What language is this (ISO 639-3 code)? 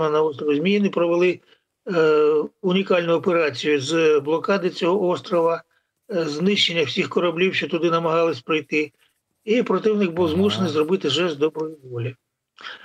ukr